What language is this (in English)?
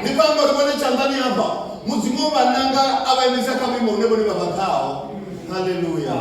Venda